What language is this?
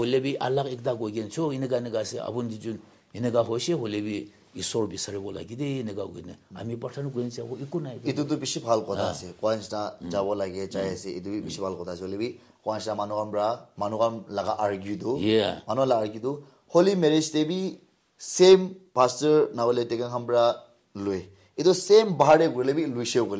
Naga Pidgin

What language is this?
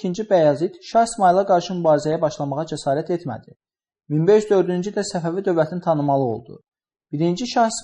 Azerbaijani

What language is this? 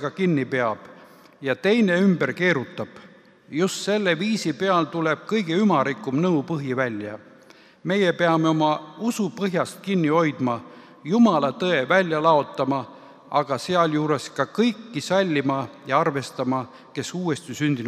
Estonian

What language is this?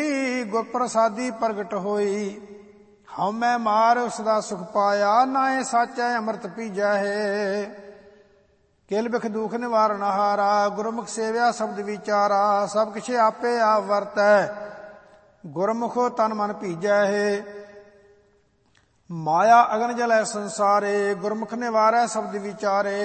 Punjabi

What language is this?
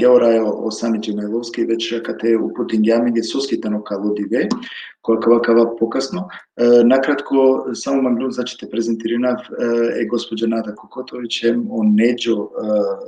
Balkan Romani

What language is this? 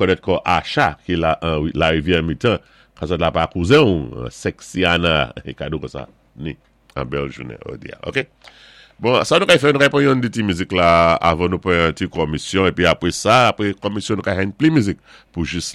Saint Lucian Creole French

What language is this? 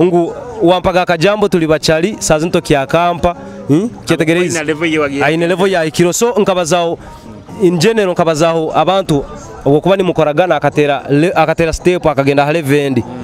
Nyoro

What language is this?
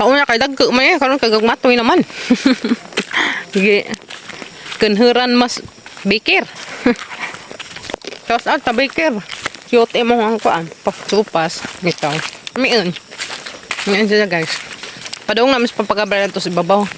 Cebuano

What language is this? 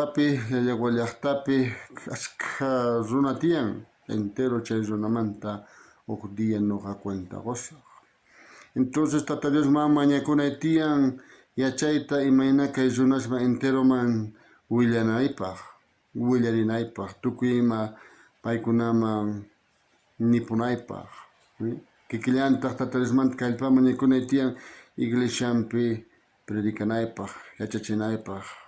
South Bolivian Quechua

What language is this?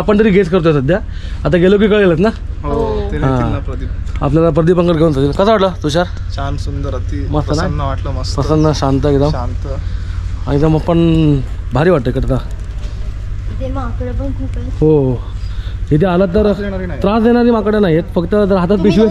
Marathi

